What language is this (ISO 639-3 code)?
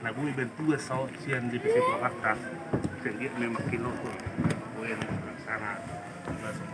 bbc